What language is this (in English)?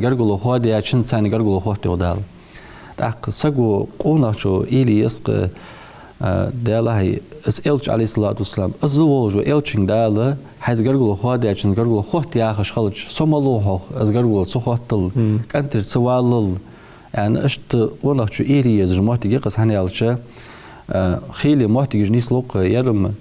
Ingush